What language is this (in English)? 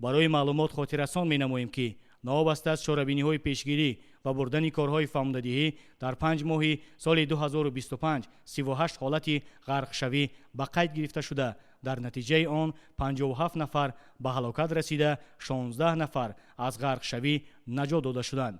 Tajik